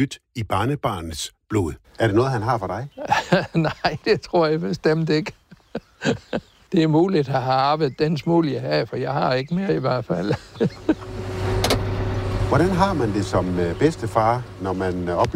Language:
Danish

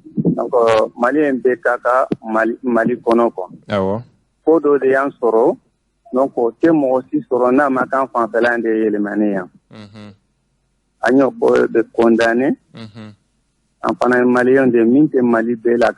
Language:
Bambara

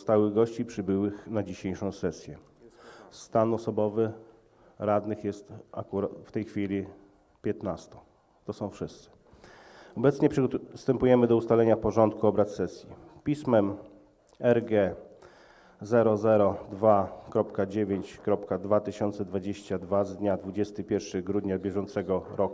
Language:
Polish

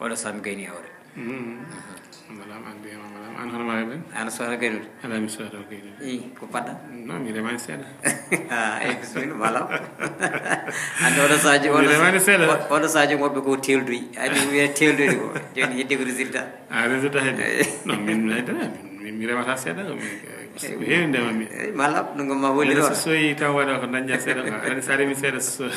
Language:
Fula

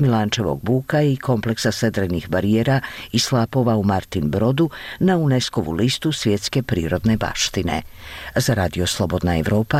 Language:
Bosnian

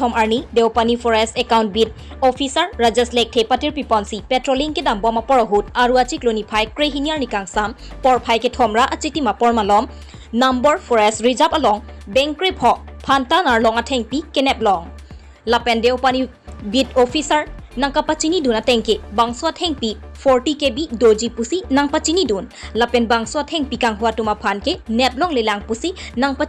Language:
Karbi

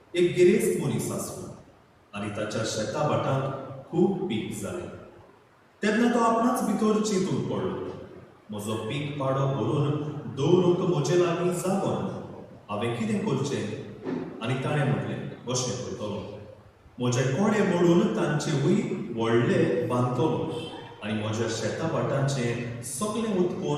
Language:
Konkani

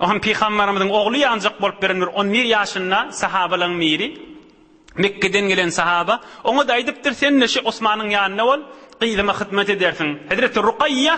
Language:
Turkmen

